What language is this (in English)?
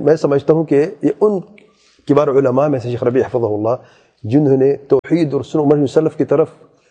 Urdu